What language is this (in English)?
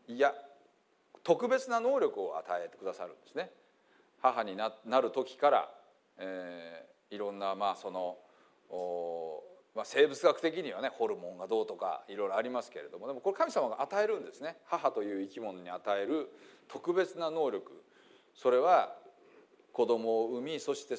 Japanese